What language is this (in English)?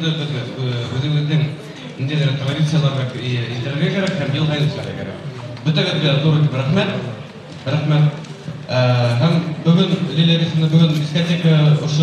Bashkir